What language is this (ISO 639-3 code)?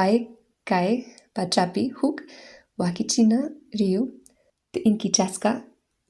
que